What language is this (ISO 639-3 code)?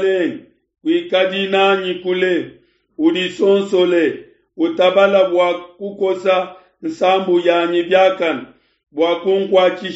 lua